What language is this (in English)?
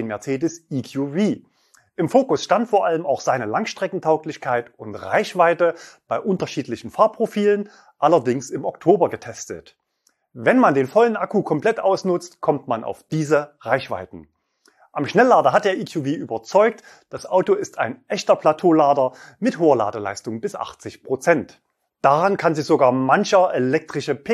German